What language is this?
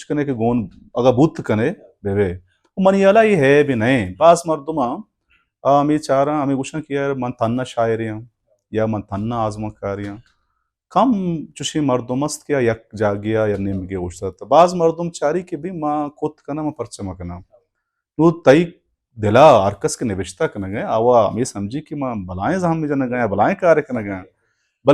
Baluchi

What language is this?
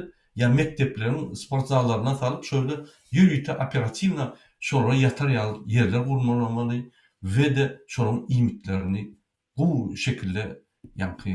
Turkmen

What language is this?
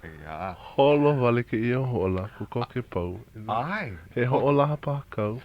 Hawaiian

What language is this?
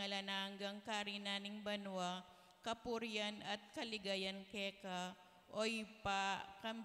Pampanga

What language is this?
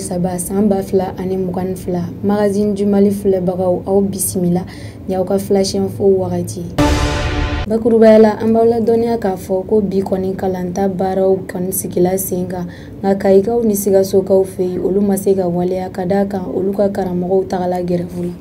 Bambara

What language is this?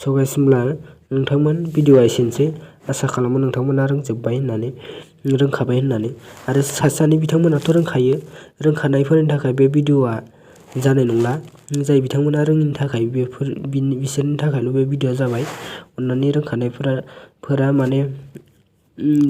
Bodo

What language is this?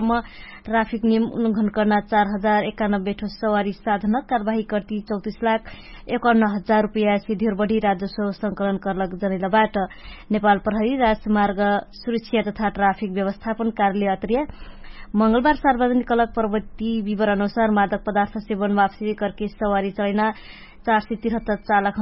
Dangaura Tharu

